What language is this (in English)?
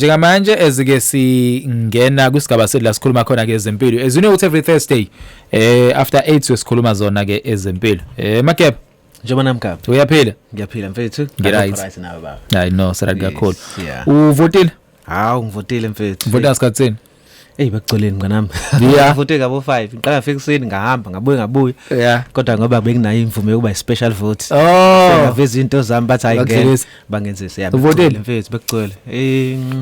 Zulu